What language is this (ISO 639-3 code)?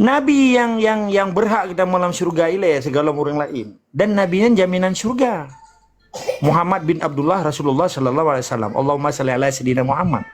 ace